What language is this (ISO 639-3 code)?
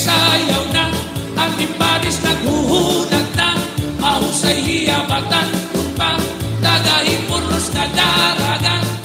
war